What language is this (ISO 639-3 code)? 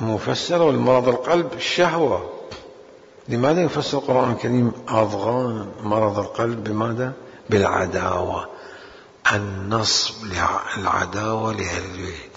acm